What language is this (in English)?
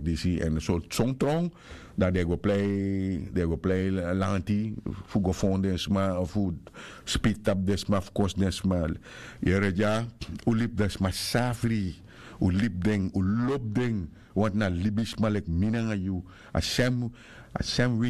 Sranan Tongo